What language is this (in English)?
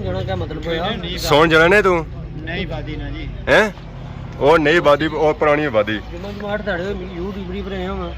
Pahari-Potwari